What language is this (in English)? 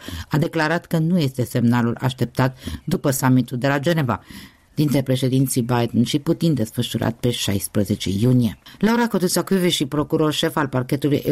Romanian